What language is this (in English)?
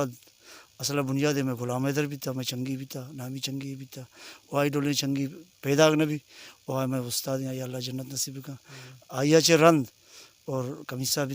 Baluchi